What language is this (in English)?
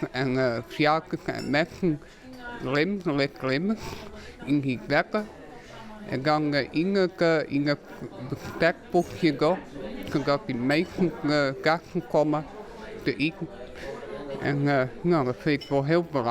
Western Frisian